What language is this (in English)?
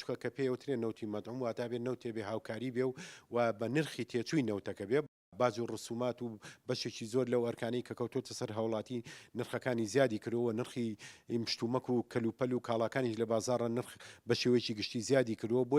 Central Kurdish